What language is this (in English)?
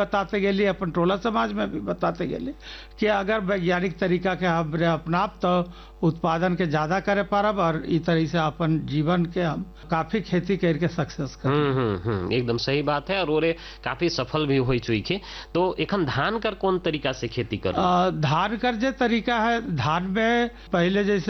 Sadri